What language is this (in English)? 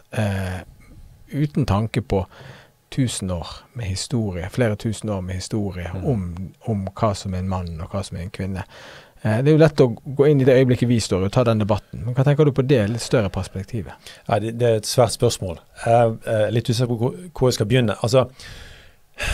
Norwegian